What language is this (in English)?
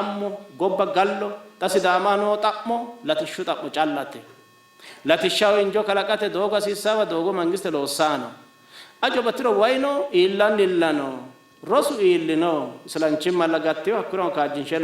Sidamo